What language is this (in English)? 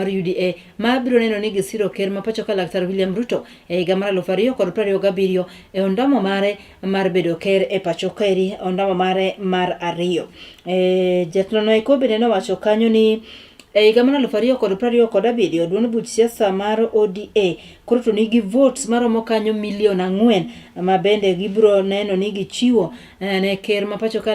Luo (Kenya and Tanzania)